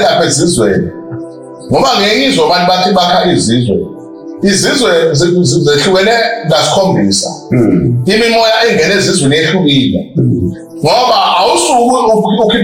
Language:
Zulu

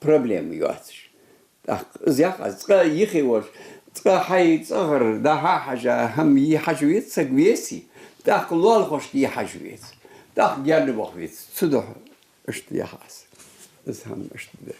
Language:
Ingush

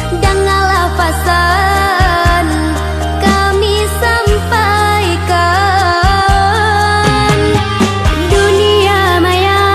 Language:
Minangkabau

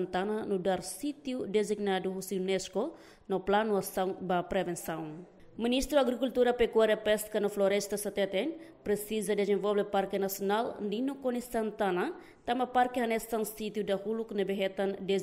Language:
Tetum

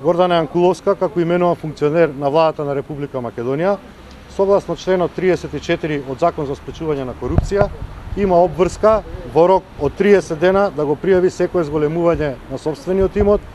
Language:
Macedonian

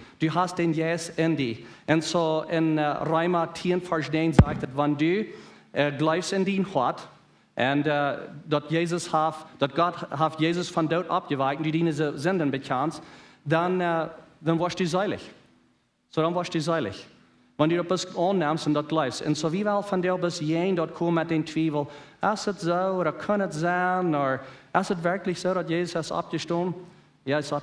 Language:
Plautdietsch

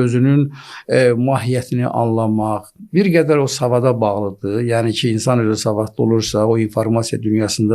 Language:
Azerbaijani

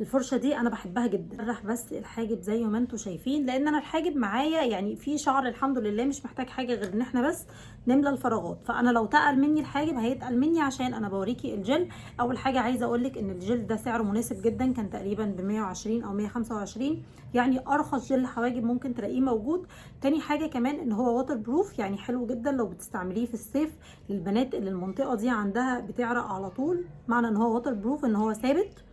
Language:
Egyptian Arabic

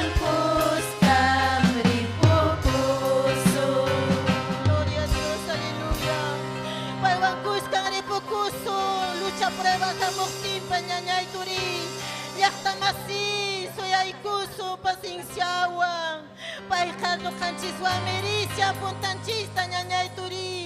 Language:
Ayacucho Quechua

